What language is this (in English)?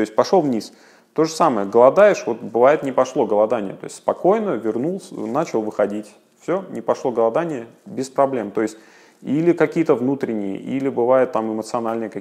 Russian